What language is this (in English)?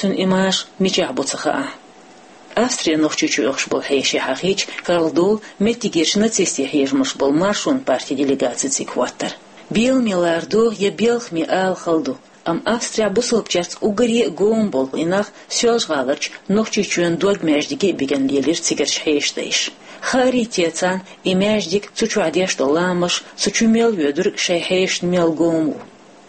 Chechen